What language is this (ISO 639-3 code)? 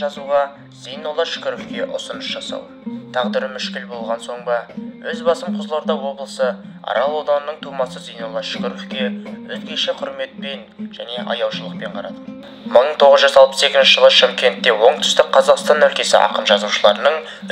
kaz